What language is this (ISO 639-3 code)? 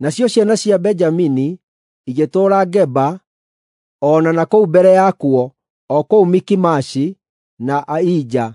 kik